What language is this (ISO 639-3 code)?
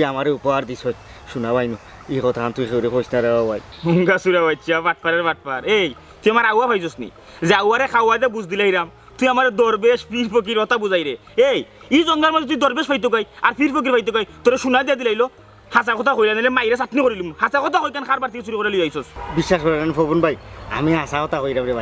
syl